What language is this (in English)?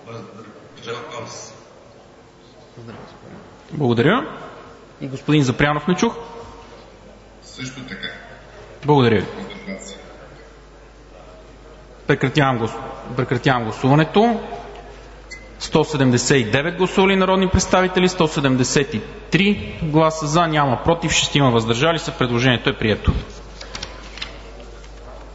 Bulgarian